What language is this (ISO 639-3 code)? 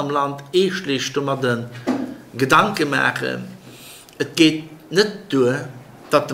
ltz